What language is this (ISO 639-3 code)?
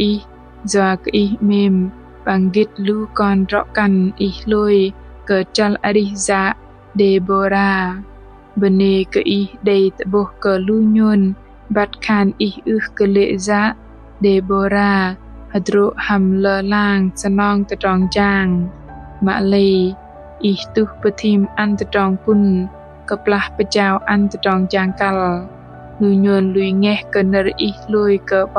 bdq